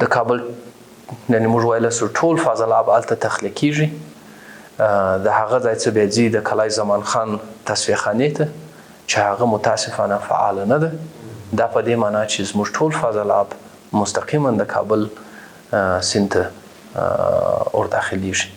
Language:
Pashto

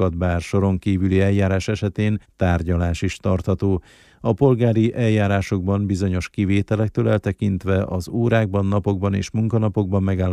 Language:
Hungarian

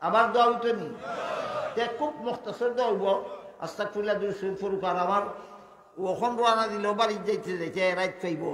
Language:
Sylheti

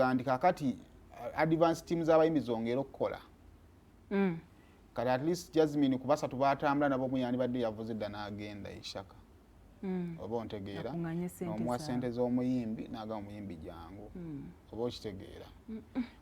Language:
Ganda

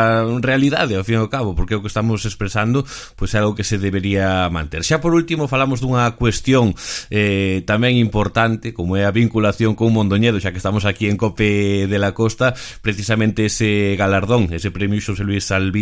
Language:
Galician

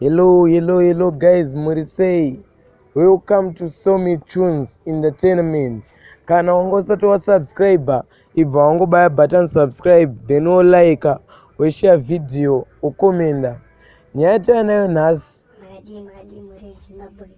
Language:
Shona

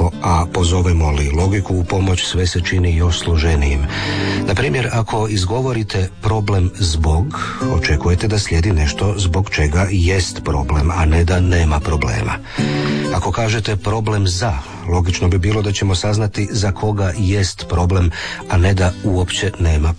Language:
Croatian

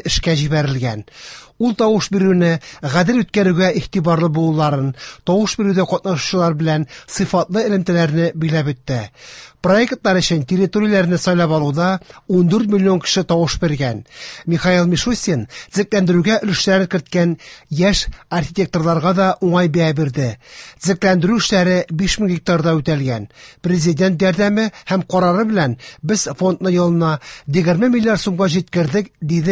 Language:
Tatar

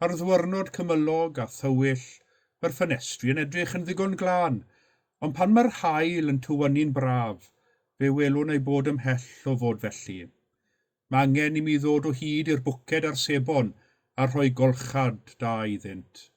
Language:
Welsh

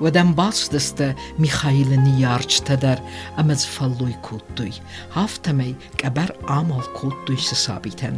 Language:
Ossetic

